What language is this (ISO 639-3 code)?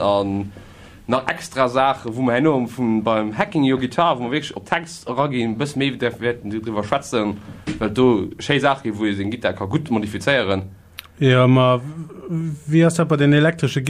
ltz